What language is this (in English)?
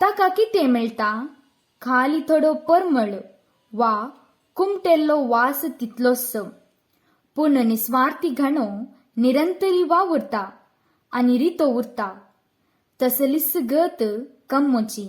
Konkani